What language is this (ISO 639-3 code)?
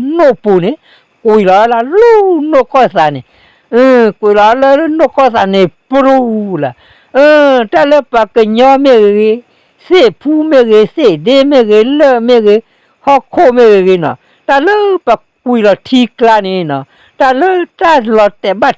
ksw